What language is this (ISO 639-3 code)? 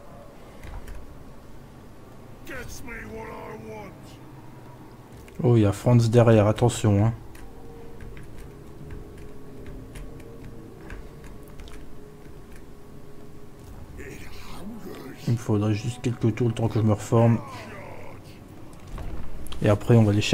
fra